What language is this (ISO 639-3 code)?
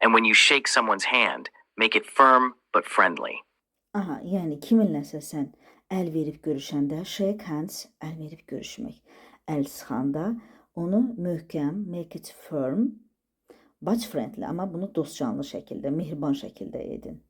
aze